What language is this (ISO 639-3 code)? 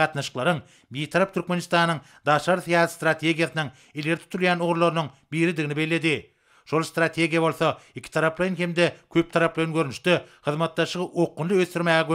tuk